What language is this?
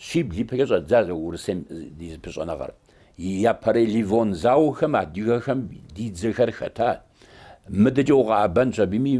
Kabardian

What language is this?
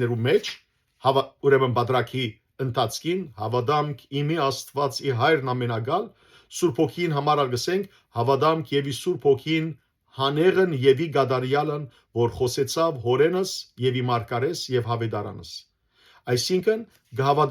Western Armenian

